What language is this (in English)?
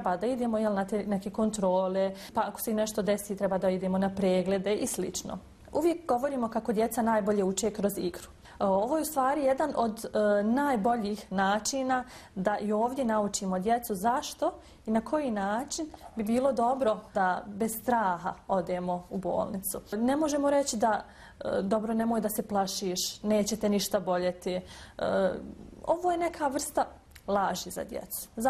Bosnian